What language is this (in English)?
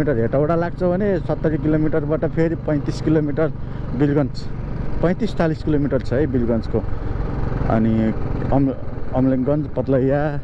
Nepali